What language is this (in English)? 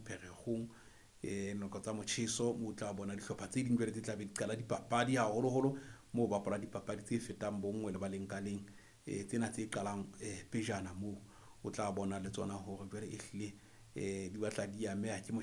Southern Sotho